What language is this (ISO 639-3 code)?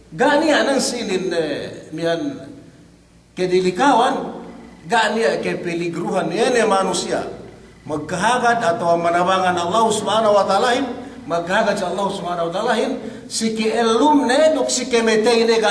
yka